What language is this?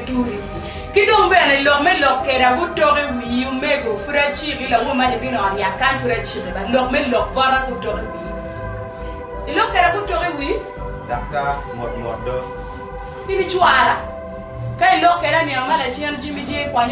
Acoli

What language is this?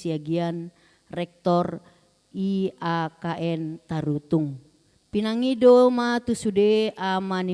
Batak Toba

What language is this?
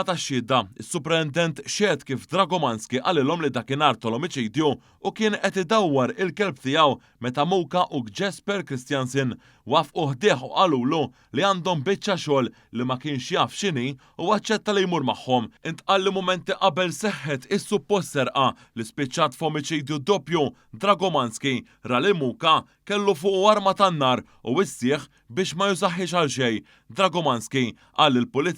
Maltese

